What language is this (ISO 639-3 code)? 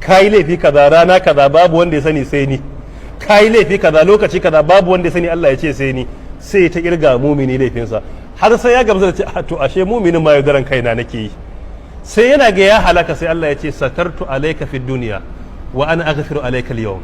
hau